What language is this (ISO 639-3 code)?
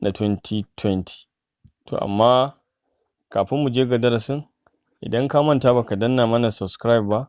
hau